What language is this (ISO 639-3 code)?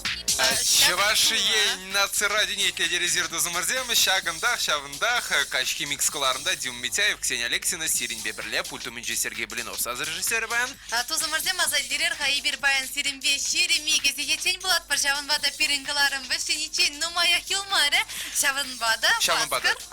chv